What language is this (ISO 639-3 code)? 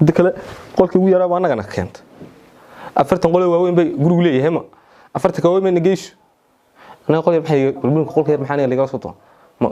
som